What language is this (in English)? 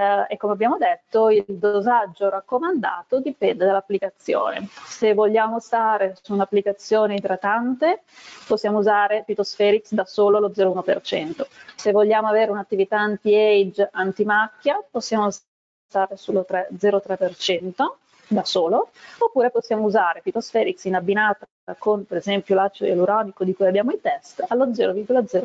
Italian